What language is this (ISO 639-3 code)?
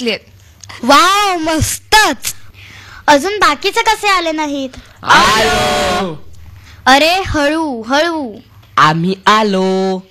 mar